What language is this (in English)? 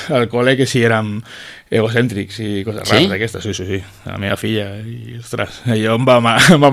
Catalan